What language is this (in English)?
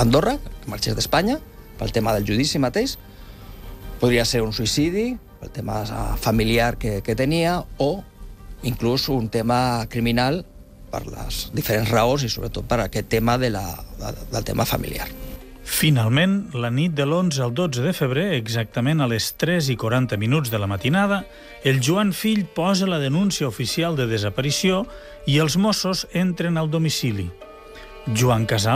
Catalan